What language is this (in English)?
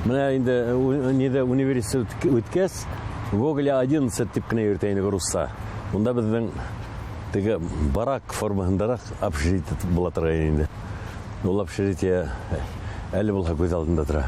Bashkir